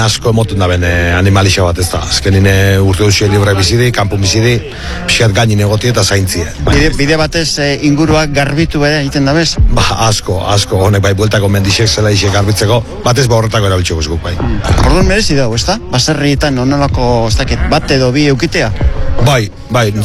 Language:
Basque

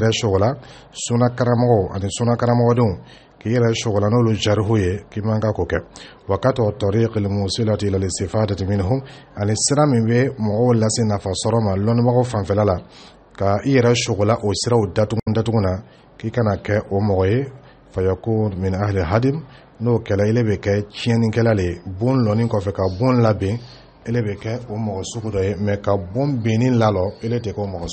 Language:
Dyula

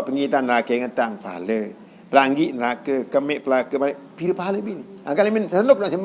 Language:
Sasak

